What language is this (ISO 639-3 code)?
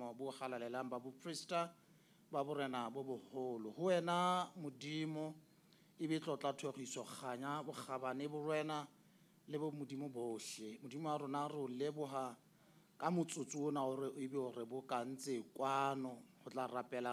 sot